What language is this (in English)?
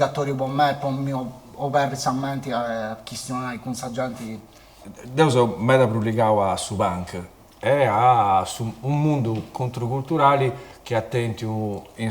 Sardinian